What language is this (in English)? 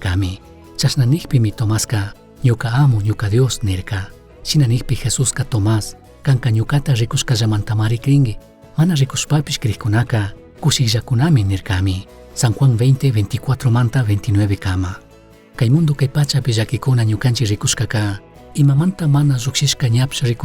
Chimborazo Highland Quichua